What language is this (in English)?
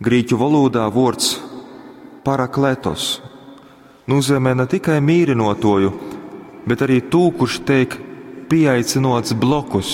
Latgalian